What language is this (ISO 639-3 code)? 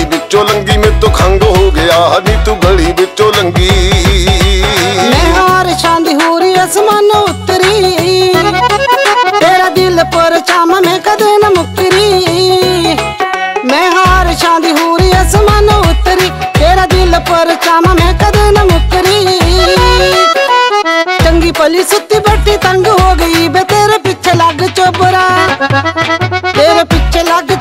pan